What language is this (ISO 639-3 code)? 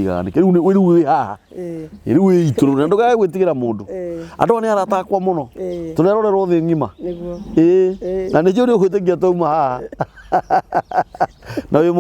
kik